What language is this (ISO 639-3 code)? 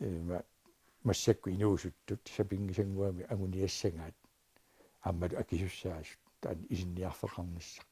kal